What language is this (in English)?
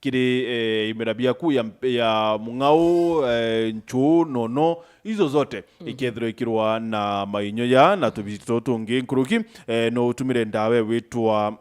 Meru